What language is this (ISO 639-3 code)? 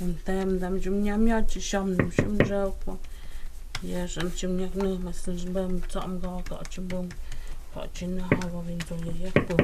mto